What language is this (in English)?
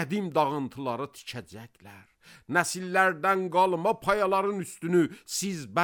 Azerbaijani